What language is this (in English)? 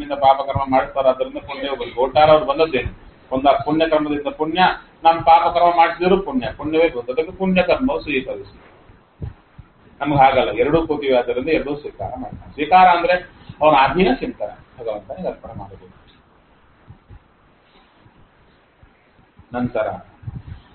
Kannada